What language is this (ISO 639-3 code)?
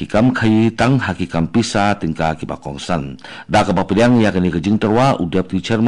kha